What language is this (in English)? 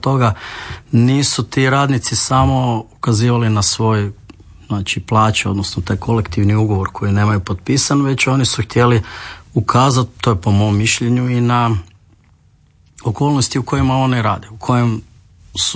Croatian